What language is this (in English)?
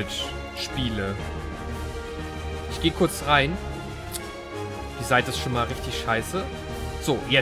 German